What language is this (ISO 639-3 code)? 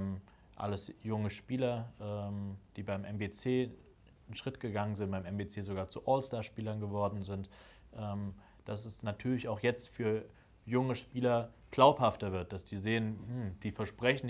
deu